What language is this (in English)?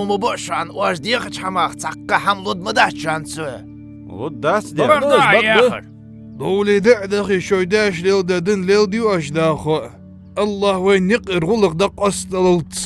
Ingush